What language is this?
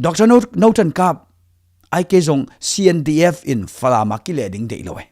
Tedim Chin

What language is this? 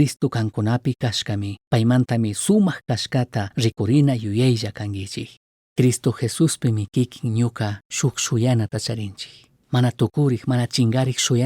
Chimborazo Highland Quichua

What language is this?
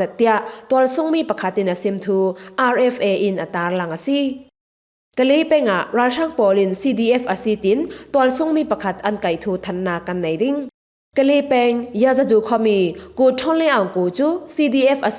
Falam Chin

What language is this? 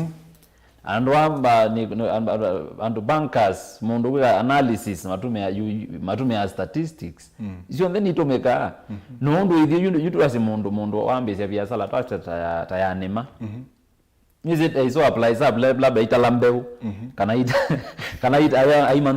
Kamba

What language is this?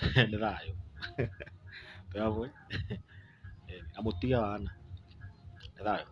Kikuyu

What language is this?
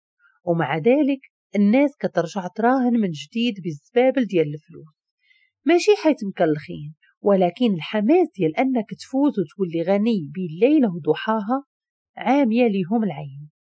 Moroccan Arabic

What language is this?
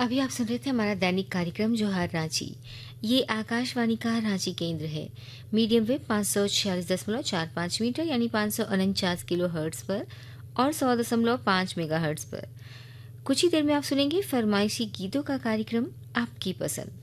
Hindi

